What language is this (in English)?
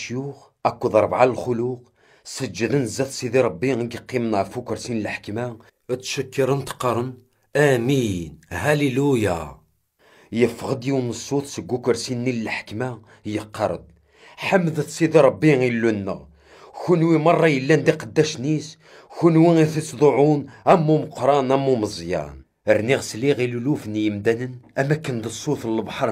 Kabyle